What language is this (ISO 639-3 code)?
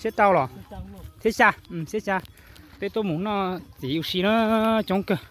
hmn